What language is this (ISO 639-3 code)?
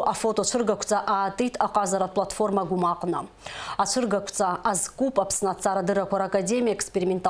abk